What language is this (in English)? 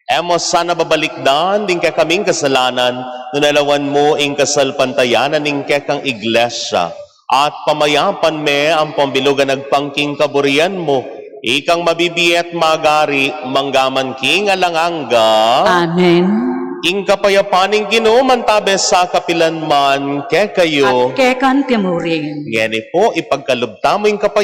Pampanga